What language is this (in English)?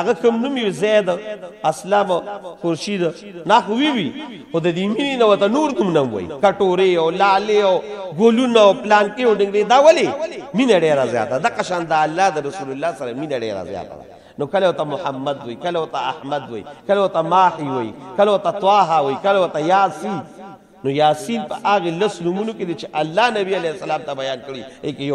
Pashto